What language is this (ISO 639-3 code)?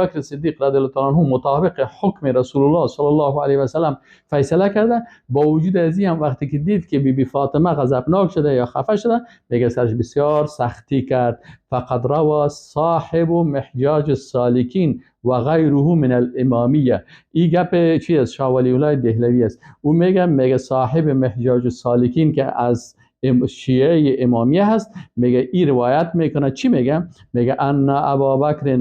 fas